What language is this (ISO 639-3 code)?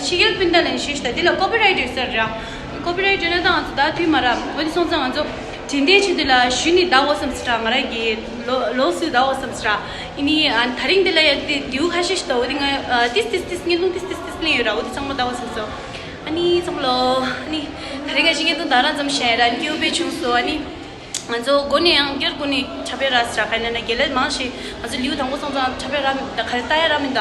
bod